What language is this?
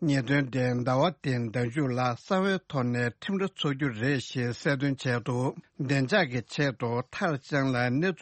Tibetan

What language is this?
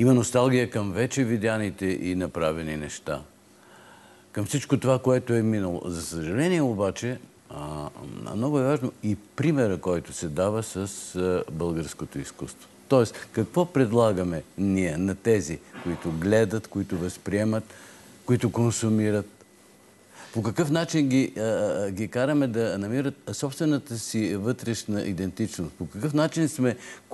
Bulgarian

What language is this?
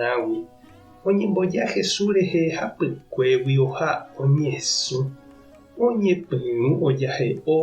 Guarani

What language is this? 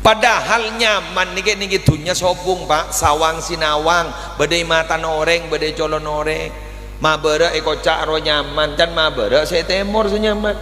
Madurese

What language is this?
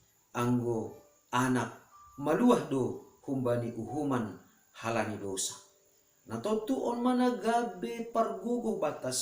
Batak Simalungun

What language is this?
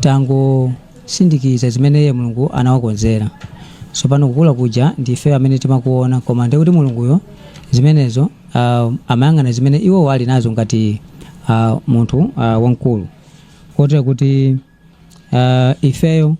Nyanja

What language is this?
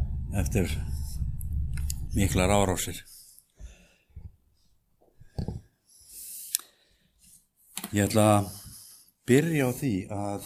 Icelandic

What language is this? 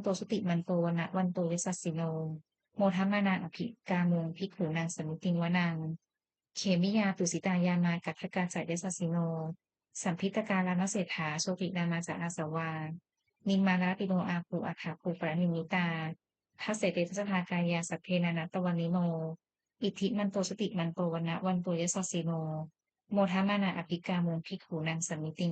Pali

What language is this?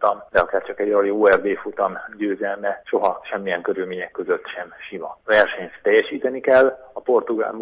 Hungarian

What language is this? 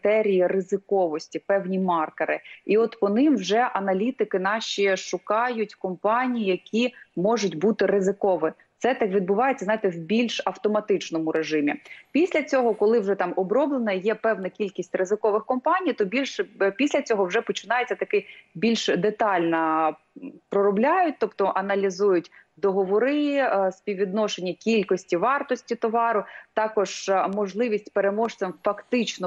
Ukrainian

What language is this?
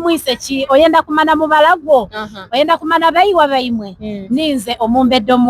Soga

